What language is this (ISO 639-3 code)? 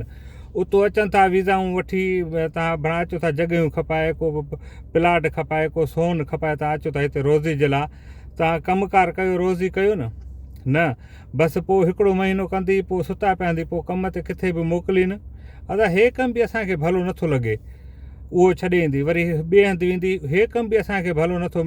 snd